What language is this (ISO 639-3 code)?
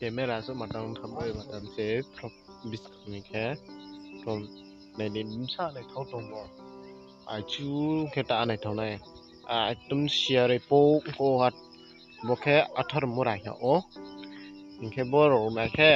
ria